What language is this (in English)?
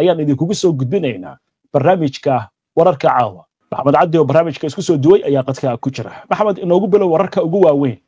Somali